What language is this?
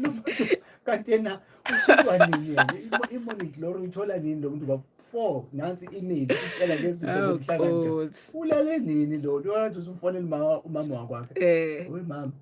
Zulu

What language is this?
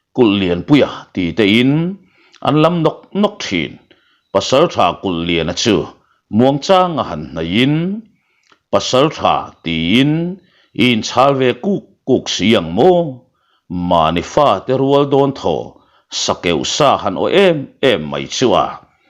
Mizo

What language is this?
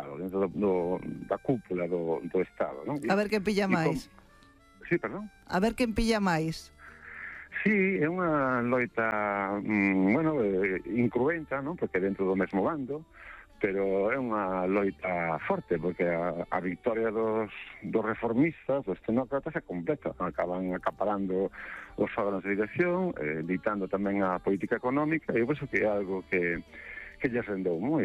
Galician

